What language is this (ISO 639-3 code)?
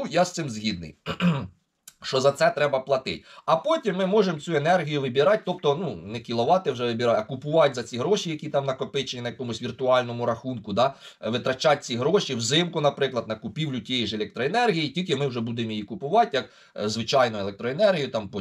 ukr